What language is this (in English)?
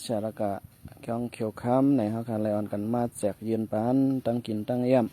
Shan